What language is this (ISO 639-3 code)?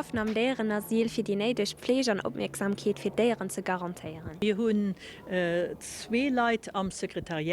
ltz